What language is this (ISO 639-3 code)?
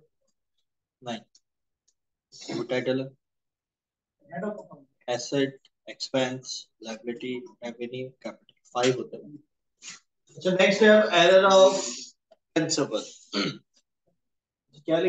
hin